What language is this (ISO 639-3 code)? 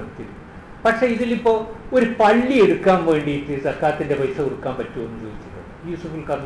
mal